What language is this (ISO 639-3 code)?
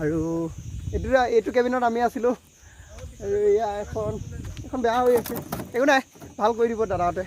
asm